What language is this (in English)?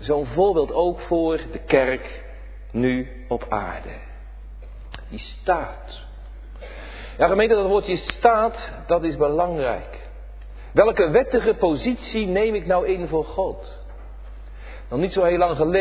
Dutch